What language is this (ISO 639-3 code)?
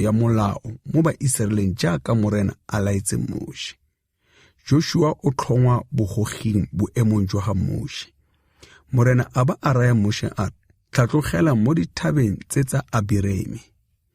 tsn